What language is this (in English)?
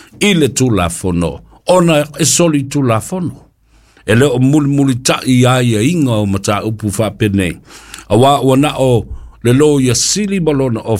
Samoan